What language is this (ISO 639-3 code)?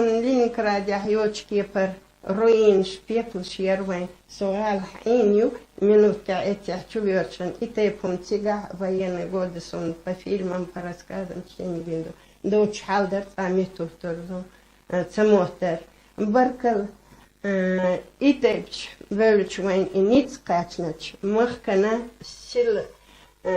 che